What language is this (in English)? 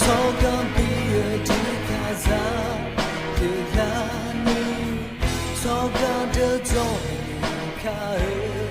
Akha